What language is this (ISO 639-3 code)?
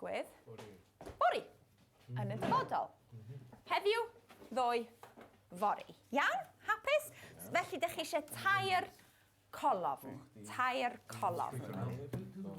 cym